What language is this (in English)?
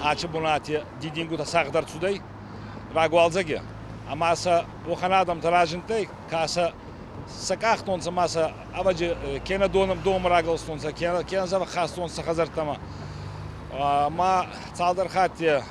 Ossetic